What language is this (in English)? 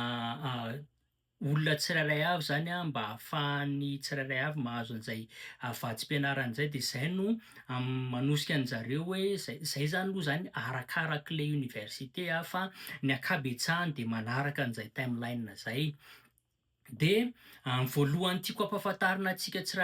Malagasy